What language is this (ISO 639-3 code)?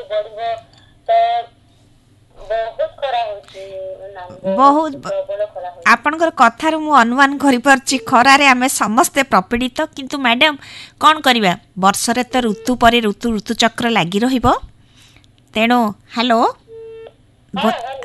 ori